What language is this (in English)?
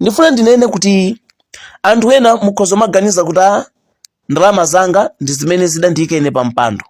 Nyanja